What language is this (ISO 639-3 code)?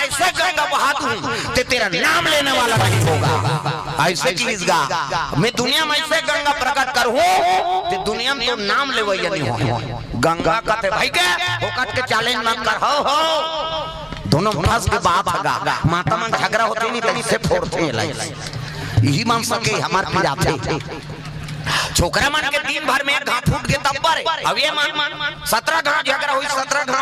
hne